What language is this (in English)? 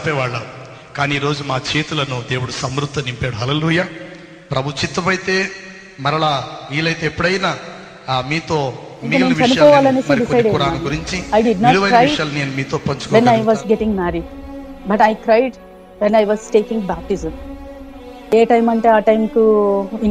Telugu